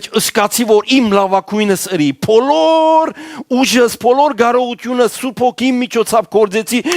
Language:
Western Armenian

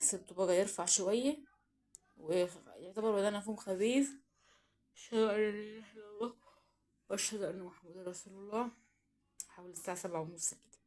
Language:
Egyptian Arabic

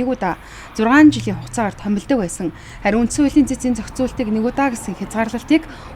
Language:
Mongolian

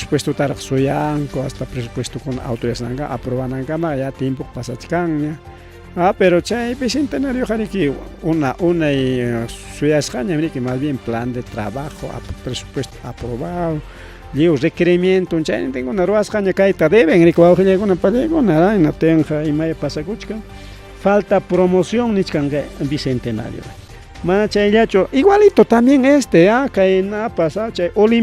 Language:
Ayacucho Quechua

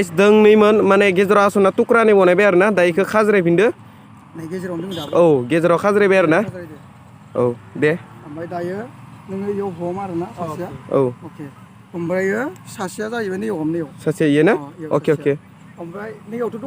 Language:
Bodo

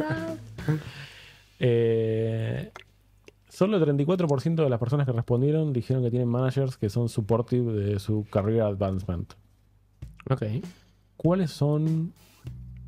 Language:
Spanish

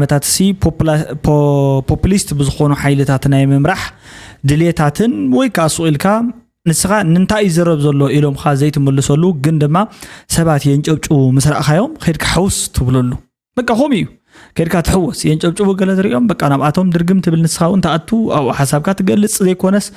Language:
Tigrinya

